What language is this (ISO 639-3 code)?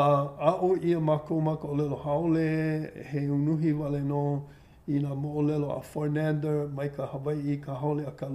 haw